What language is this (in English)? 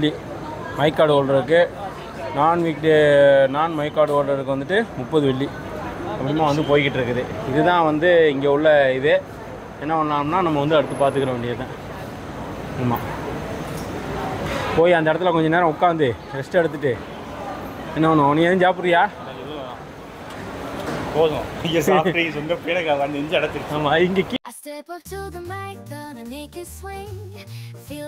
Tamil